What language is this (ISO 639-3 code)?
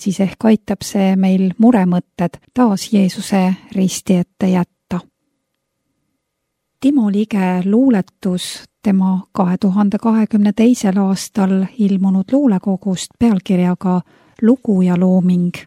est